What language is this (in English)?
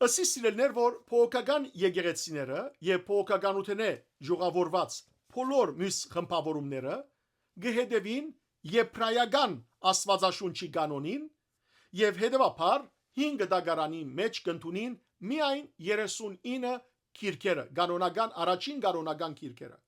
Western Armenian